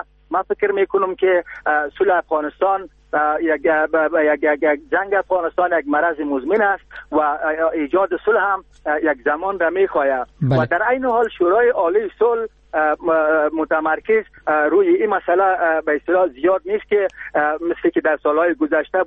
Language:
Persian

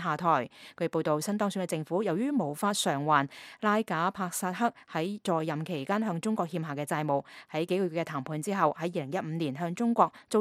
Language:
Cantonese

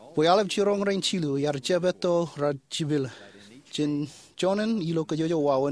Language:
Marshallese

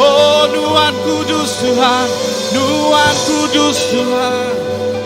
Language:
Iban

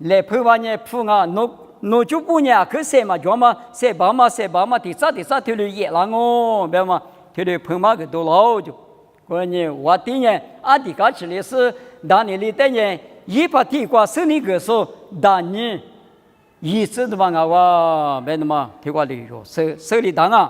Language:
Lisu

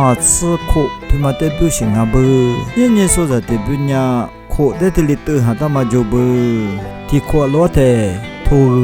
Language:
Lisu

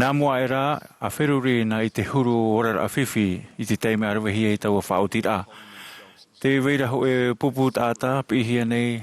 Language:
Tahitian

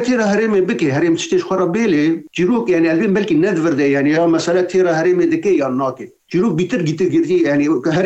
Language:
Kurdish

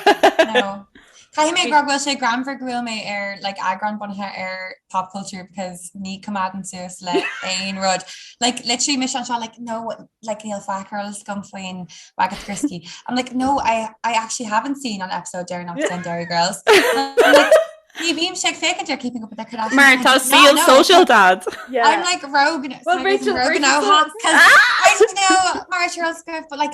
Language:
Irish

